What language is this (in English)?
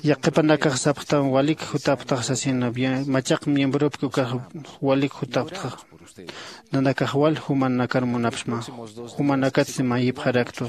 Aymara